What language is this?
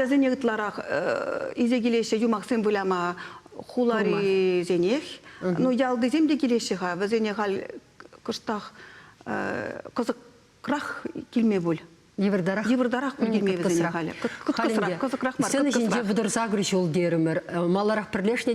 Chuvash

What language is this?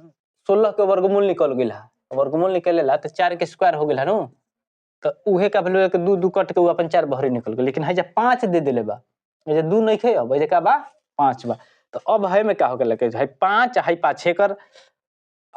Bhojpuri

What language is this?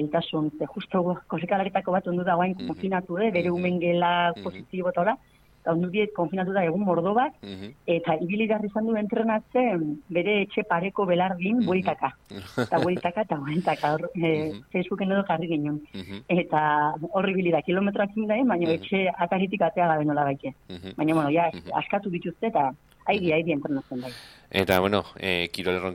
Basque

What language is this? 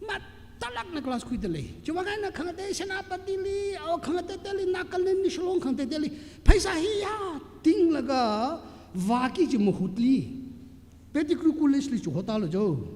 Tangkhul Naga (India)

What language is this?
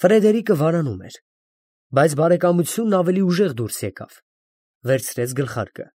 Armenian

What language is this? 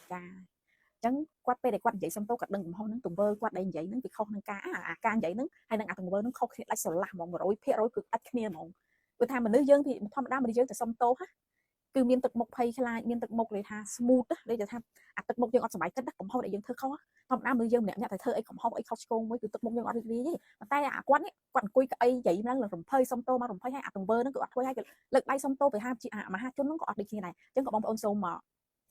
Khmer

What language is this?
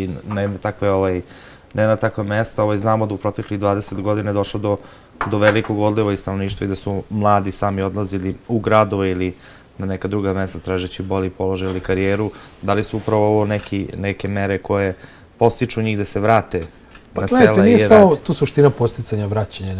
Serbian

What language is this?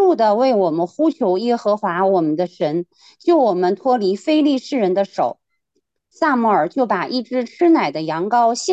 Chinese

